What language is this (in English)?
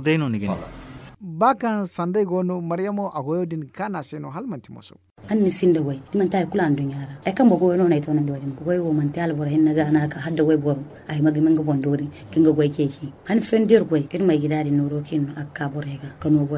Zarma